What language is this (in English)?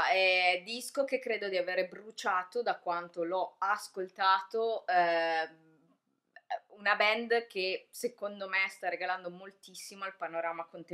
Italian